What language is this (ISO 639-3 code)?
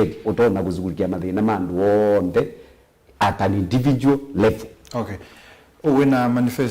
kam